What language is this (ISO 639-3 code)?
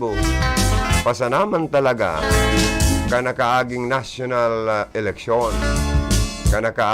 bik